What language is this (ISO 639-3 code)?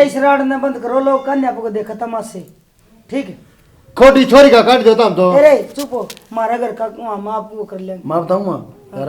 bgc